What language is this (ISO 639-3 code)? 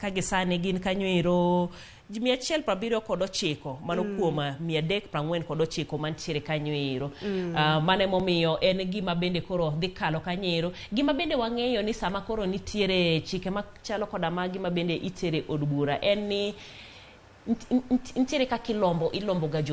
luo